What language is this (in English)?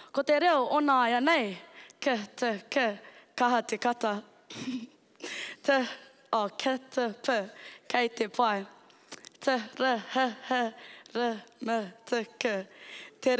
Māori